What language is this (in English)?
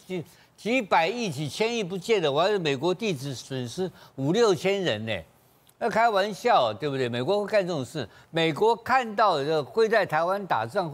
Chinese